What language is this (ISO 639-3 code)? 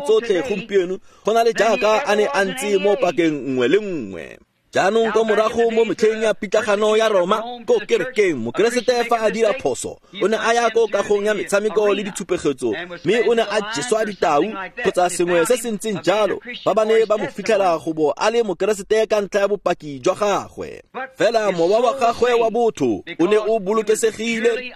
tsn